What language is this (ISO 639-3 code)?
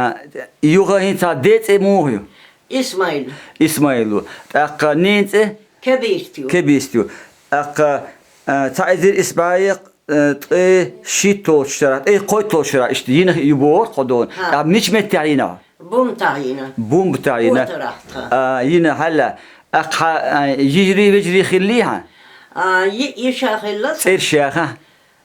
che